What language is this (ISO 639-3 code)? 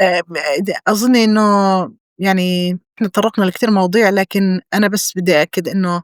apc